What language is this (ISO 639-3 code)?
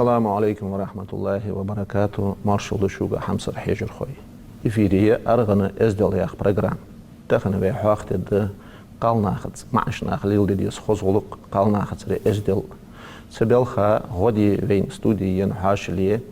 inh